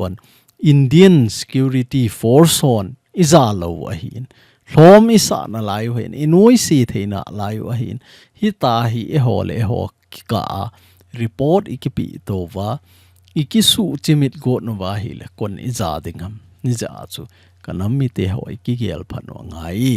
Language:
Thado Chin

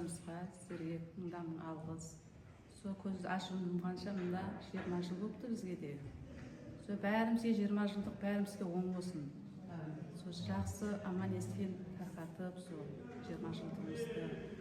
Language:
Kazakh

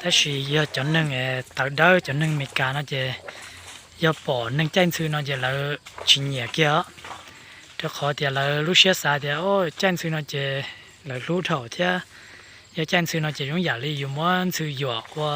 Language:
Hmong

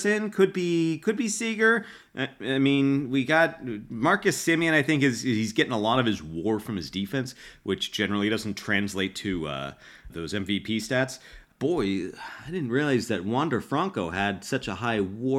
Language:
English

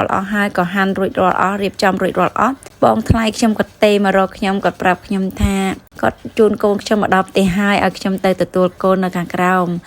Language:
Khmer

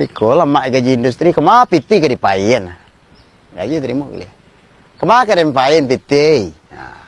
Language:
Minangkabau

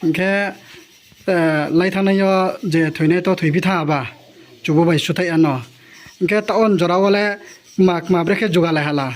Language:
Riang (India)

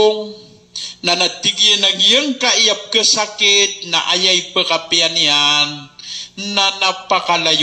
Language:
Maranao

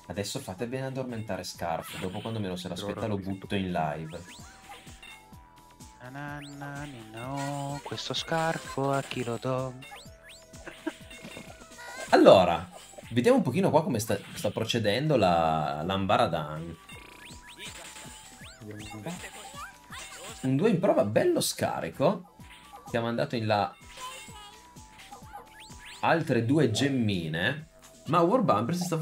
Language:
Italian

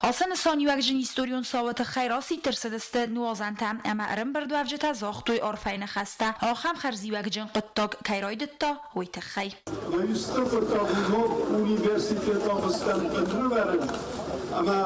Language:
Ossetic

